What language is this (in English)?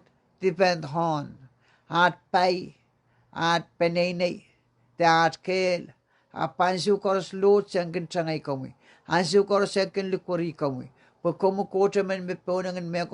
Pohnpeian